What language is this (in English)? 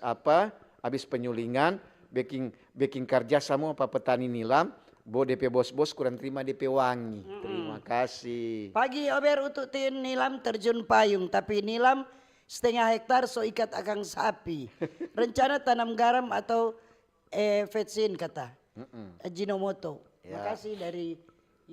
Manado Malay